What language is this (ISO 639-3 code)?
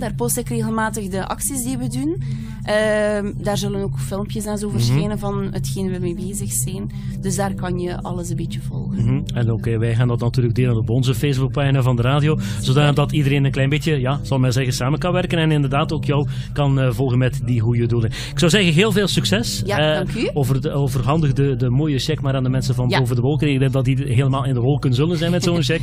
nld